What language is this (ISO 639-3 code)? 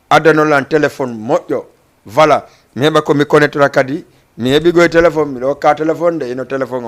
ful